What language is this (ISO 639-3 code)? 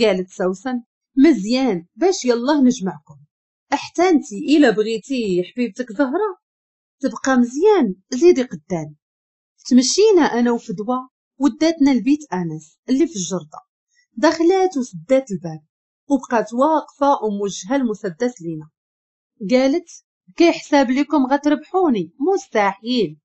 ary